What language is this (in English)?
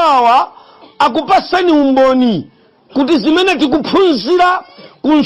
Nyanja